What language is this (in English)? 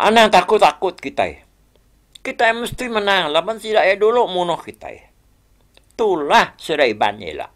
Iban